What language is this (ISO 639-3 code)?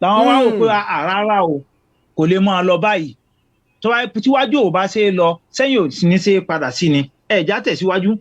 yor